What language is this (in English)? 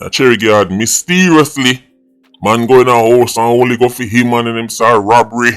Jamaican Creole English